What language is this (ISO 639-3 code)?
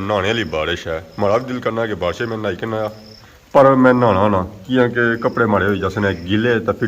phr